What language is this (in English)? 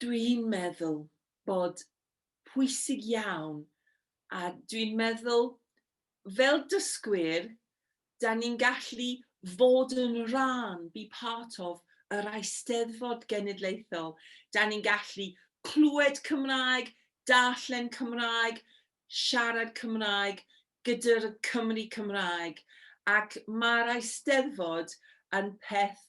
Welsh